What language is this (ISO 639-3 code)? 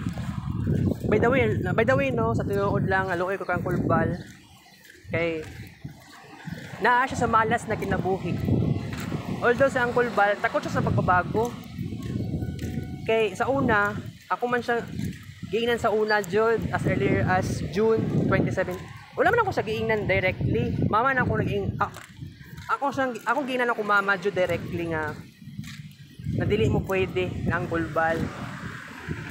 ceb